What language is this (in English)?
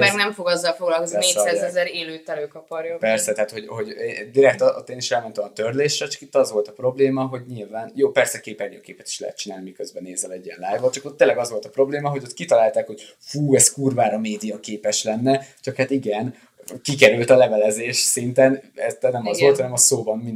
Hungarian